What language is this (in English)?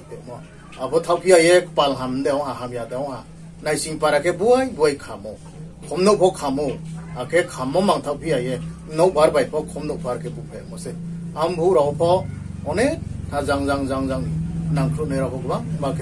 Riang (India)